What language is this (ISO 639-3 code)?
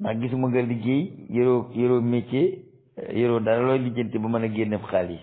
wol